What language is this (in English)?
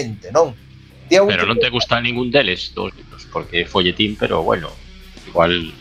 Galician